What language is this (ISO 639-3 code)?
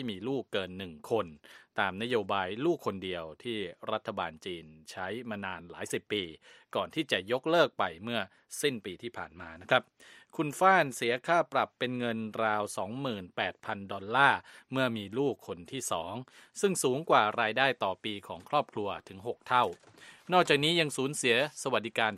tha